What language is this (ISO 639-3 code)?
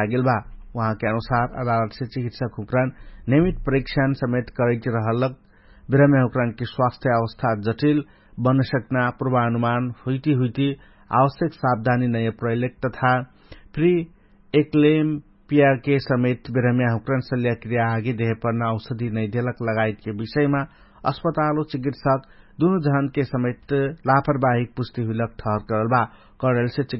thl